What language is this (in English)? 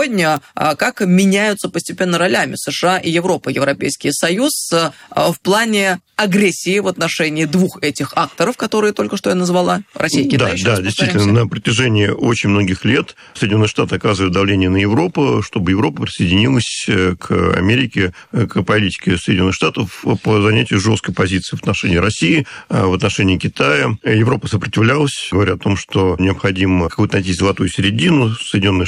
Russian